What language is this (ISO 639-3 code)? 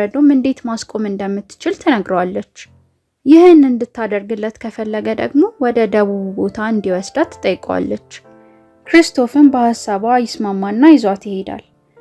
amh